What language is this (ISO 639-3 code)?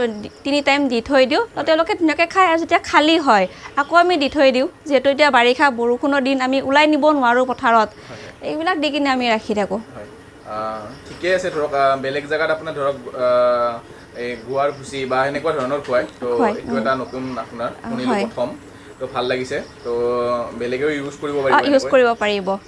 asm